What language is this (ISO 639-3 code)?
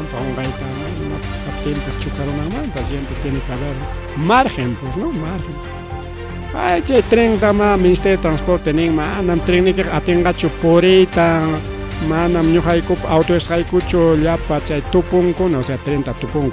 quy